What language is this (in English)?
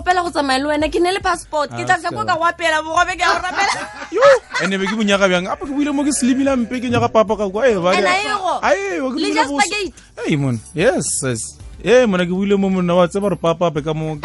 Northern Sotho